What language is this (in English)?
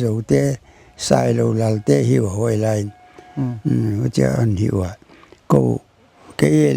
Paite Chin